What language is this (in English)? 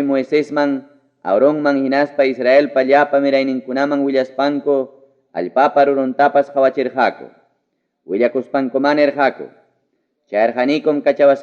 Ayacucho Quechua